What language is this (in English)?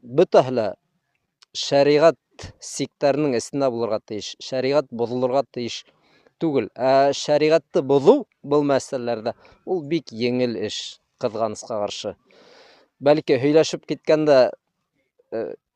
Bashkir